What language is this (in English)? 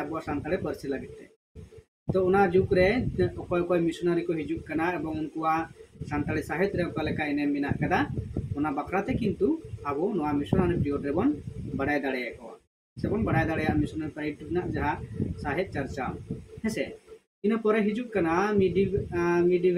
Santali